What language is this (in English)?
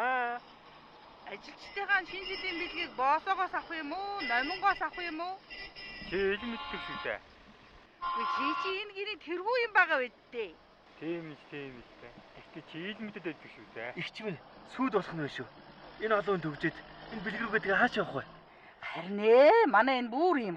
Mongolian